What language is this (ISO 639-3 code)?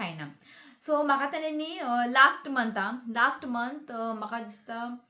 kok